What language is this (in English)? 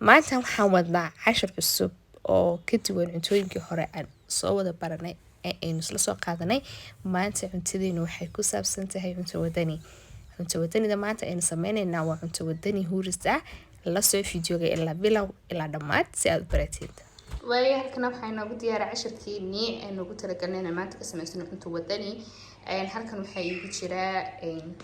Somali